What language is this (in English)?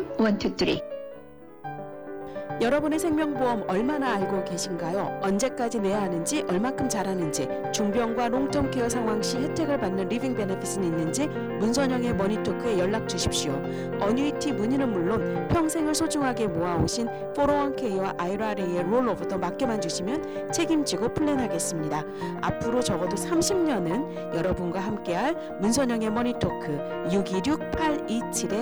Korean